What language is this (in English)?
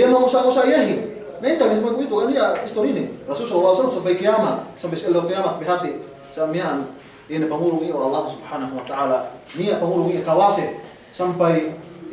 Yakan